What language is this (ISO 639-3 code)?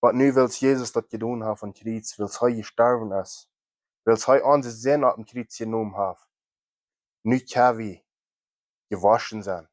pdt